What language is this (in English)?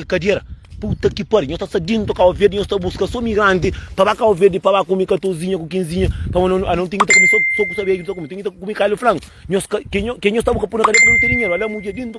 Kabuverdianu